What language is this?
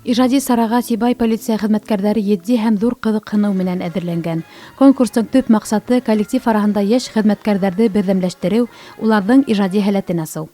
Bashkir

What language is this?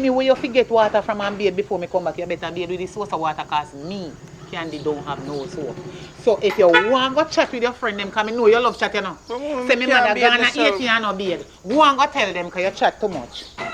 Jamaican Creole English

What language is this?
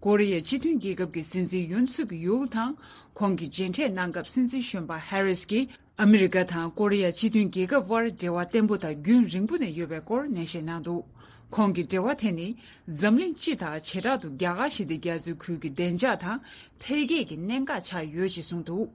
Tibetan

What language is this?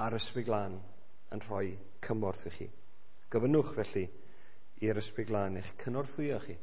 Welsh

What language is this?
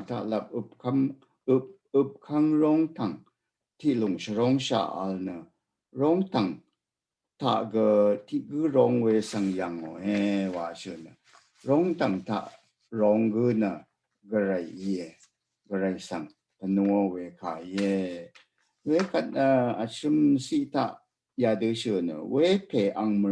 Rawang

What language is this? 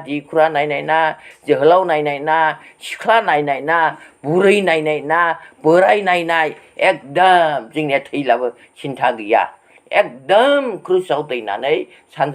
Bodo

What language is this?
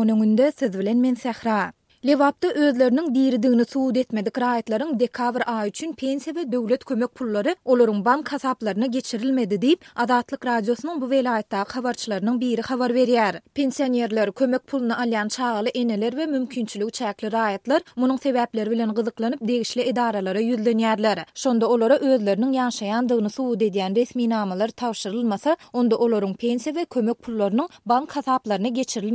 Turkmen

